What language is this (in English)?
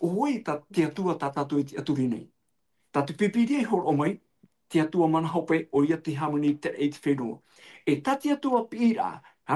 Tahitian